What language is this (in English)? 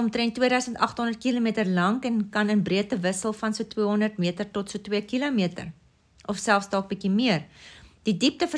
Afrikaans